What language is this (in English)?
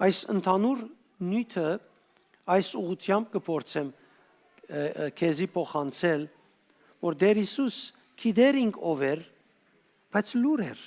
Western Armenian